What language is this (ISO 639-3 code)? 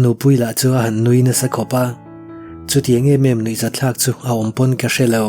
lus